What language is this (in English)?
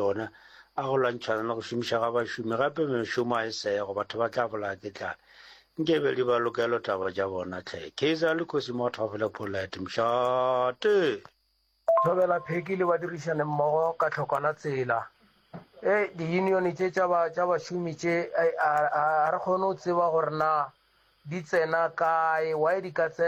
Northern Sotho